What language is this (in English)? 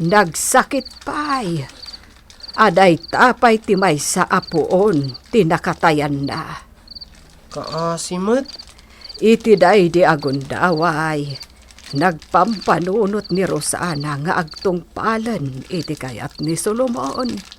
Iloko